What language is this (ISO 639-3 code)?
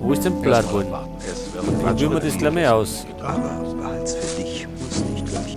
bar